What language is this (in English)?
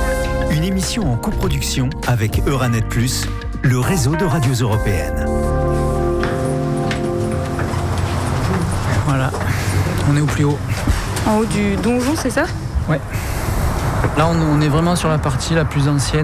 French